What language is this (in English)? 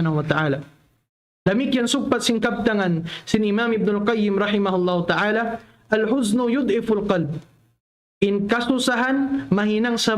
Tausug